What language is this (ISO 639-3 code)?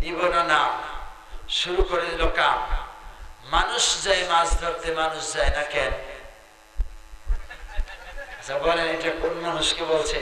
ben